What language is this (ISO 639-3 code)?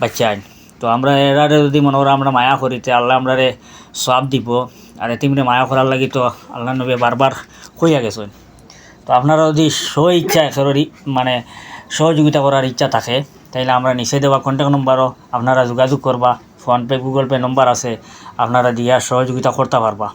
syl